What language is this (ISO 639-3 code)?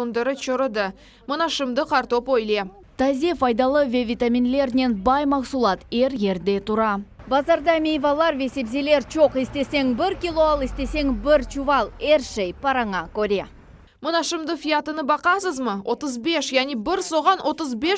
crh